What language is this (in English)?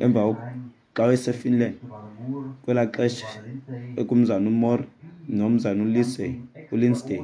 Xhosa